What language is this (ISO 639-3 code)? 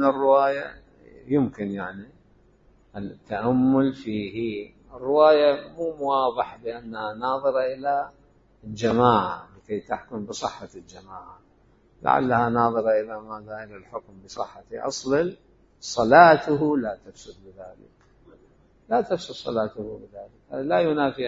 acm